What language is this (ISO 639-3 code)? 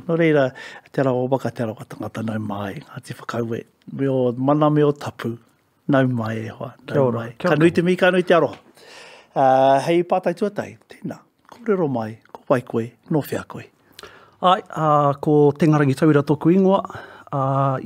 mri